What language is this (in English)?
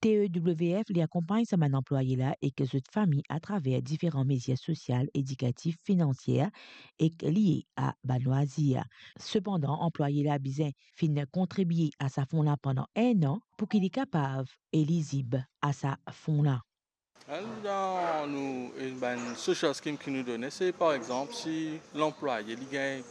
Morisyen